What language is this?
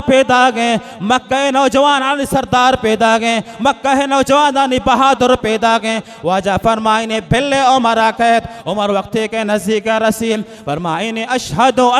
Baluchi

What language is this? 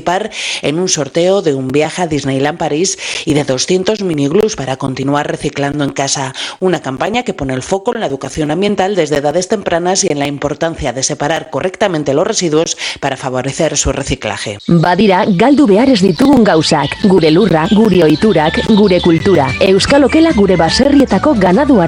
Spanish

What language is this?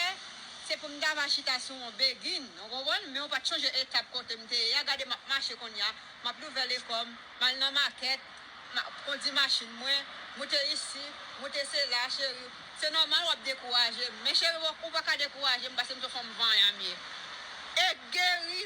Haitian Creole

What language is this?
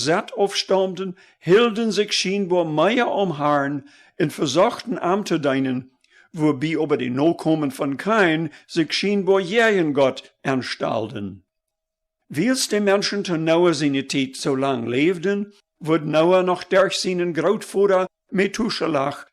Plautdietsch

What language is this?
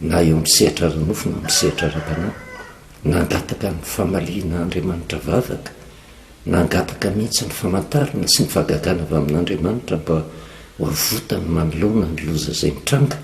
Malagasy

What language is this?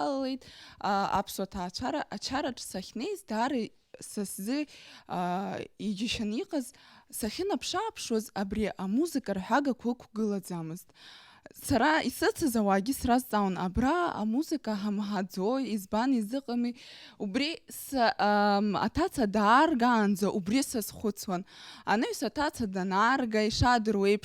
Abkhazian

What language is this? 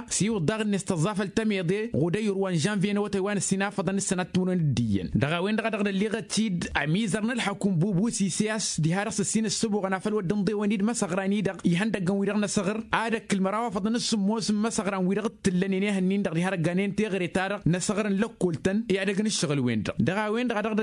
Tamasheq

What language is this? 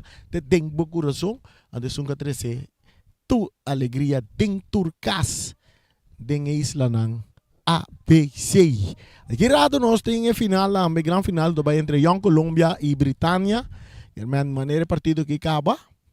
Papiamento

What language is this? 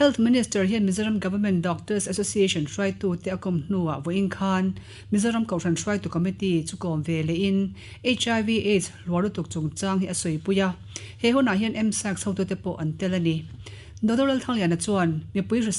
Mizo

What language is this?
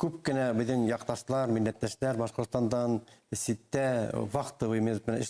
Bashkir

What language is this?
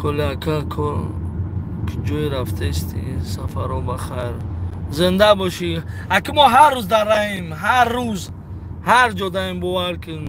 Tajik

